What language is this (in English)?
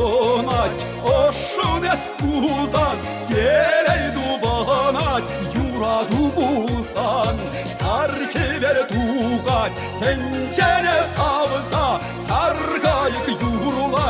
Chuvash